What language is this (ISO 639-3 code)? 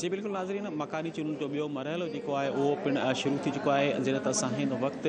snd